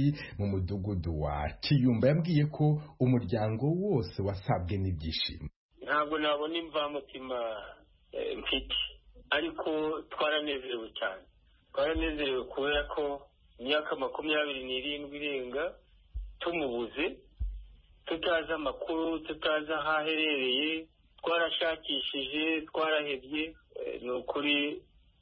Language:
Kinyarwanda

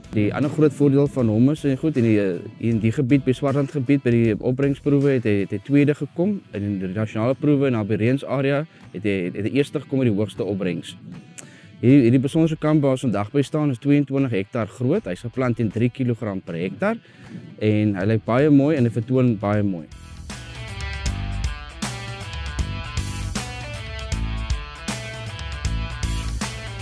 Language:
Afrikaans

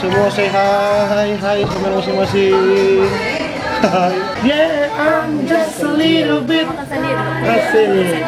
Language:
Manado Malay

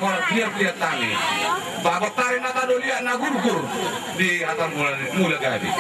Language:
Batak Toba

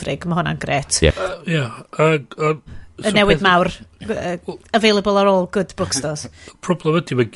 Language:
Welsh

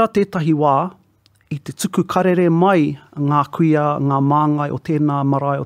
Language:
Māori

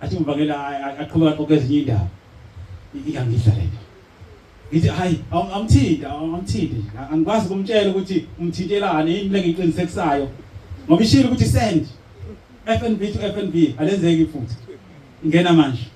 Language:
Zulu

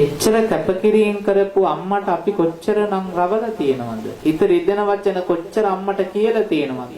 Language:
Sinhala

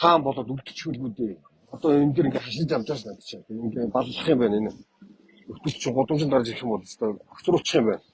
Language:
Mongolian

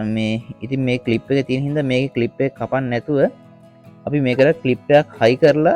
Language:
Sinhala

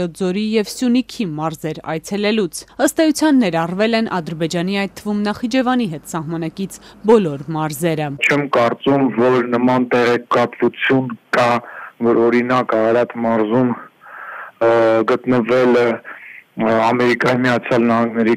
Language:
Armenian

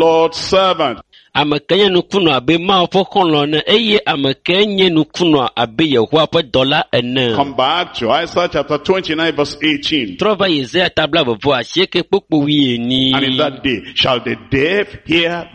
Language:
Ewe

